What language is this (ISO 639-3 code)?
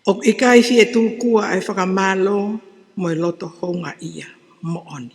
ton